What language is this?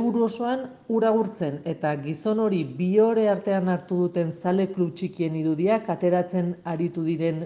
Basque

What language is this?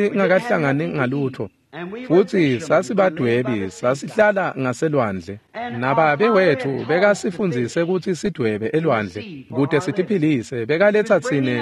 Swati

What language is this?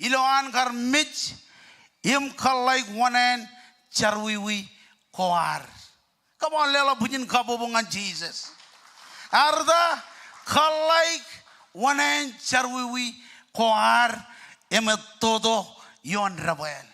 Marshallese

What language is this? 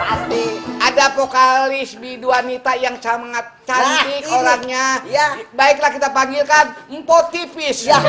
Betawi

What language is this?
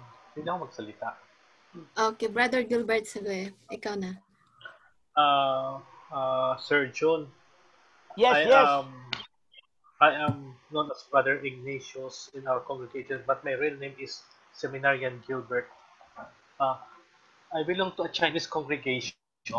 Filipino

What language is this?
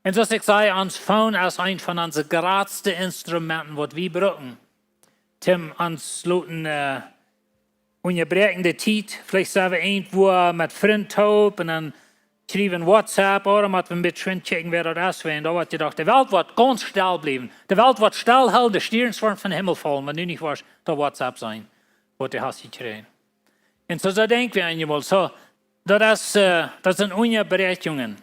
Plautdietsch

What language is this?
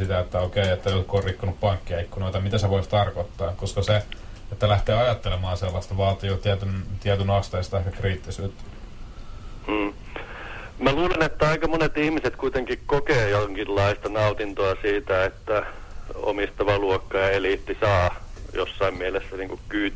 Finnish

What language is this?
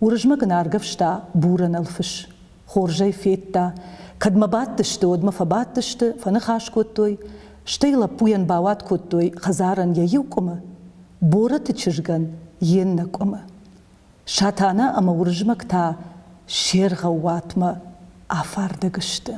Ossetic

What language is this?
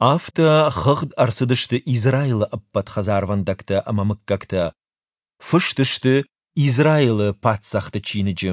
Ossetic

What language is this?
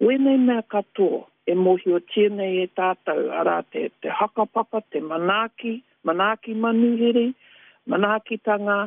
Māori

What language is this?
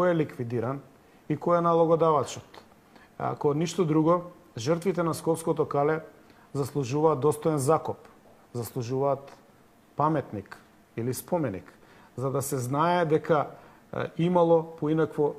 Macedonian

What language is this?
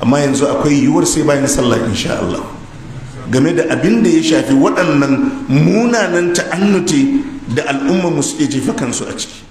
Hausa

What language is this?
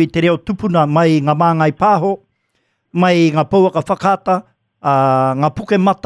Māori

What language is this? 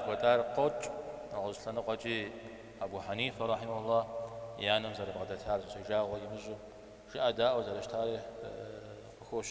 Kabardian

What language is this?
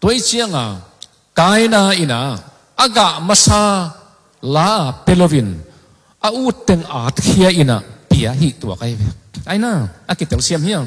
Tedim Chin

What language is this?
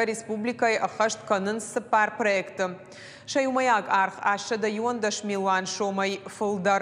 Ossetic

